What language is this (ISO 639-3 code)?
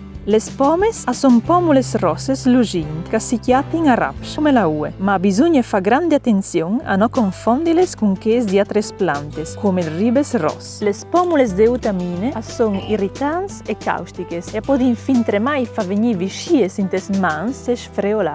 fur